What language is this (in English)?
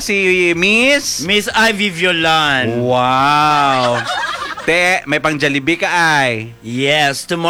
Hiligaynon